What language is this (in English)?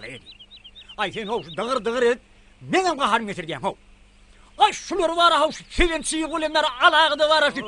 Turkmen